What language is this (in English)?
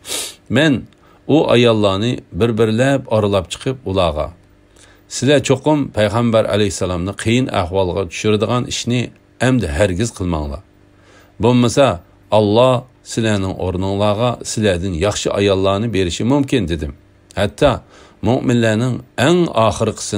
Uyghur